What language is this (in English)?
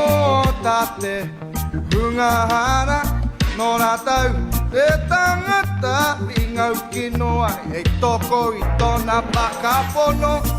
Māori